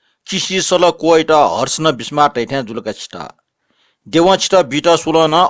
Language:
Newari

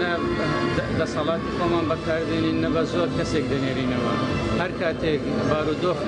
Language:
Kurdish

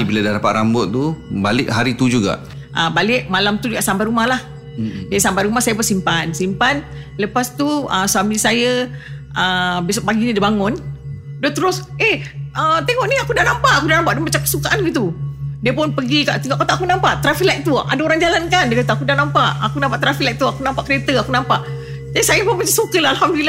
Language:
Malay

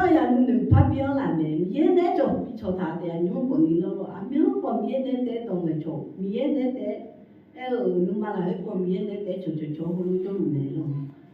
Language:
Akha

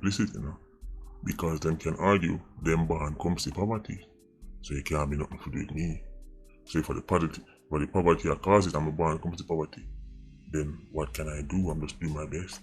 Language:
Jamaican Creole English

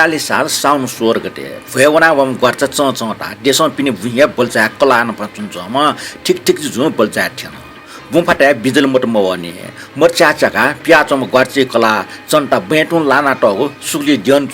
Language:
Newari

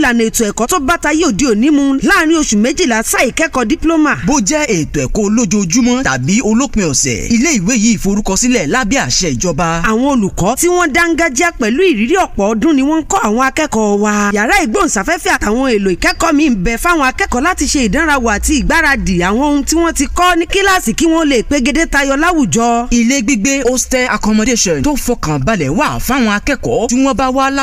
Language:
Yoruba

